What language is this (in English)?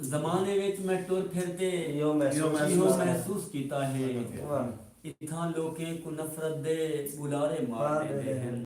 Saraiki